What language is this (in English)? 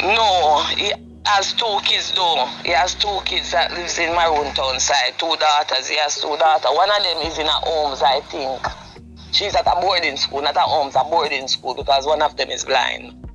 Jamaican Creole English